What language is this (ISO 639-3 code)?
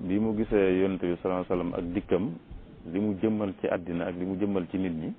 wol